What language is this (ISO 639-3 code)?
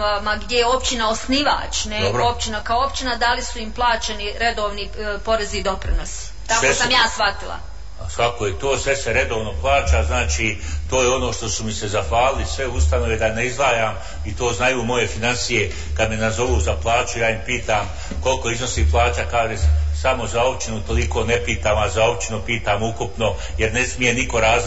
bos